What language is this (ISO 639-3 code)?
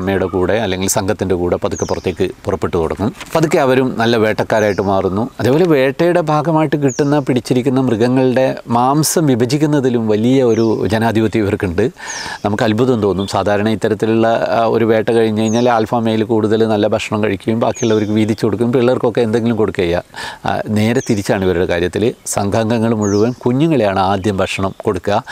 mal